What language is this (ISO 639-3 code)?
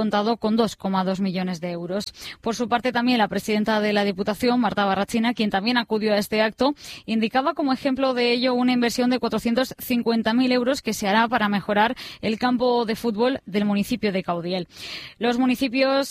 spa